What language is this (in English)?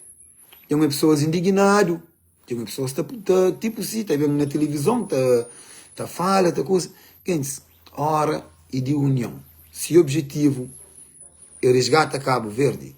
Kabuverdianu